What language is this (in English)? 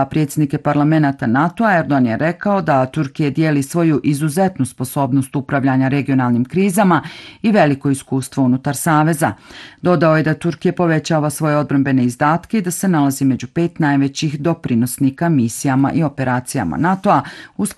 Bosnian